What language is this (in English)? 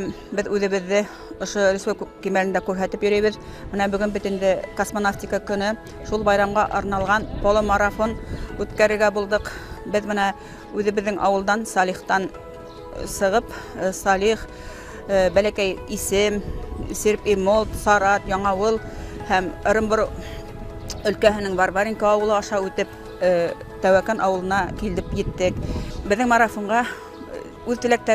Bashkir